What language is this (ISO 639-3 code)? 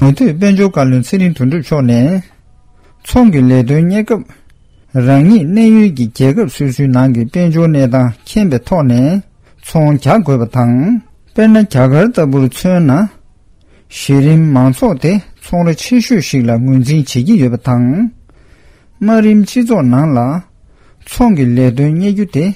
bod